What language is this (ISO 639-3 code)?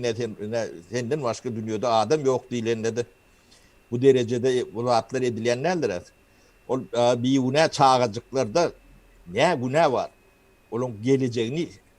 tuk